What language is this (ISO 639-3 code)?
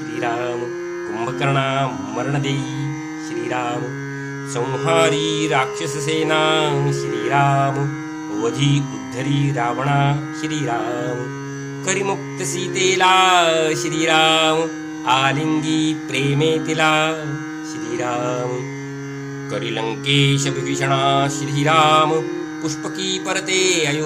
mar